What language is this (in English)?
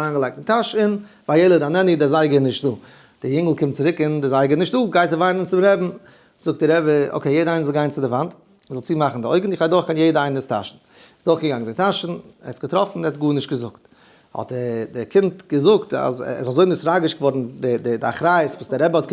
Yiddish